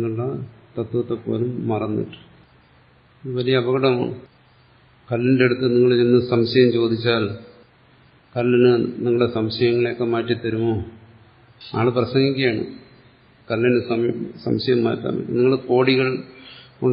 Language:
Malayalam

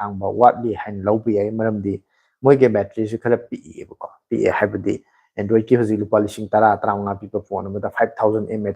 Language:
Manipuri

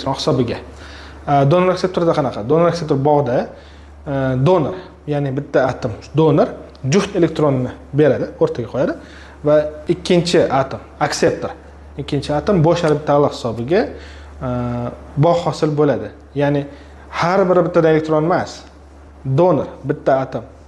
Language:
Uzbek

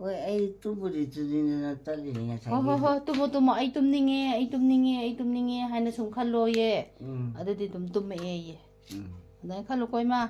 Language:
Manipuri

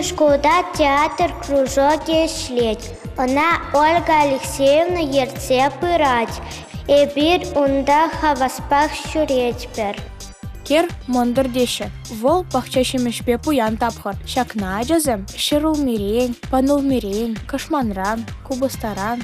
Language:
Chuvash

